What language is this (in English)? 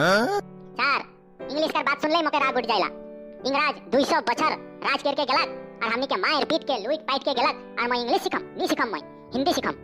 Sadri